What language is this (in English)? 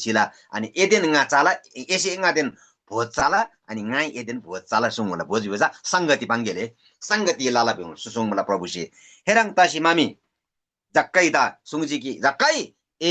Eastern Tamang